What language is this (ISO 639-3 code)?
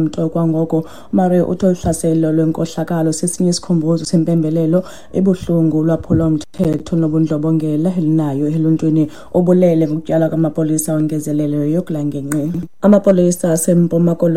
xho